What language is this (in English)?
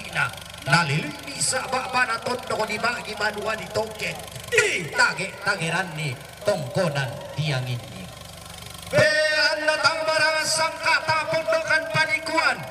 Toraja-Sa'dan